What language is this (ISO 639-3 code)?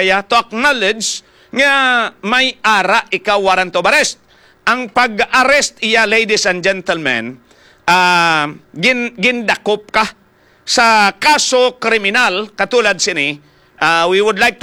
hil